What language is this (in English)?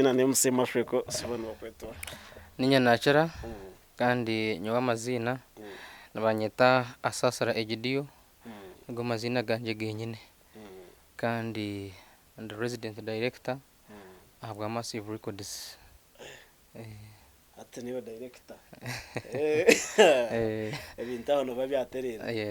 Nyankole